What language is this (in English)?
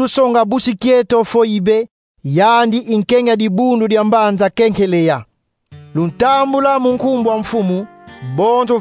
Kongo